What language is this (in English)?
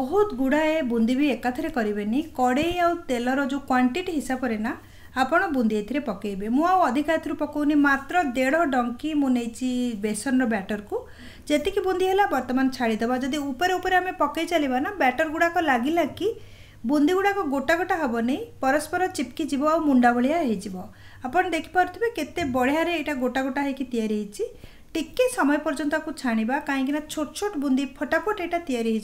Odia